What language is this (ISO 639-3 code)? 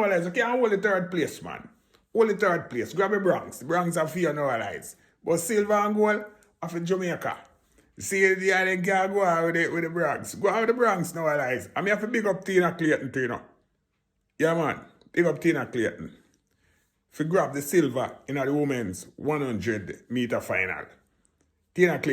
jam